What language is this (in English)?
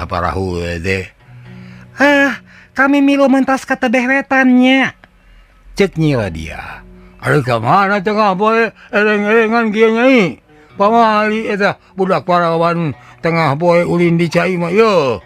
Sundanese